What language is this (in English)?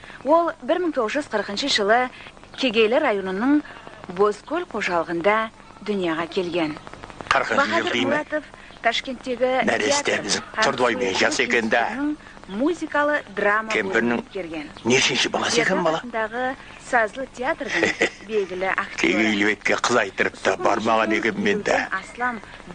Kara-Kalpak